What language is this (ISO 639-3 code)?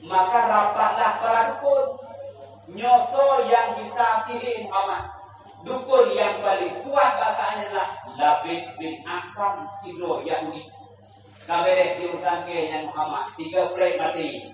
ace